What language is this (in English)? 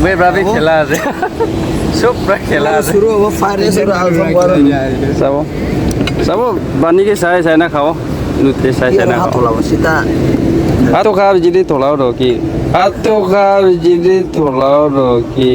Naga Pidgin